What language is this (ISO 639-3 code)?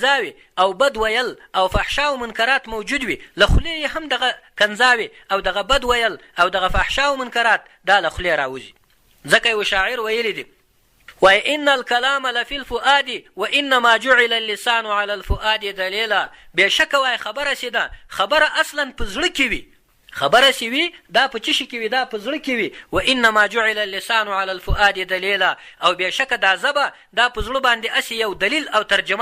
pus